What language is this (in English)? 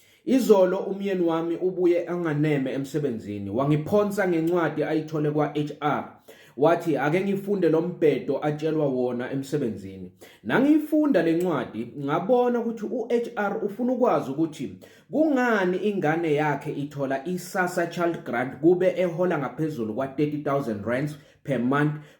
Zulu